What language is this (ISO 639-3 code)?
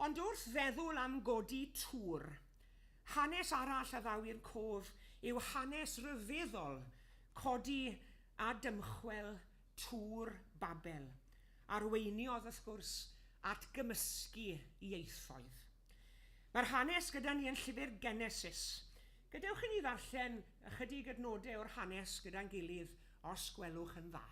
cym